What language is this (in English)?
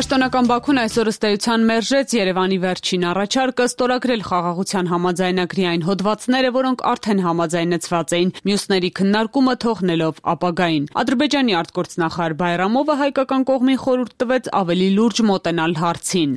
Armenian